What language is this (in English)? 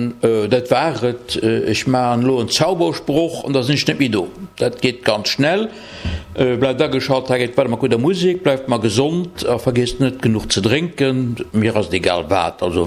Luxembourgish